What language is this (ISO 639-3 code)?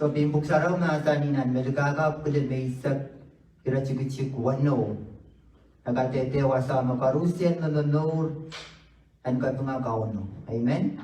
pon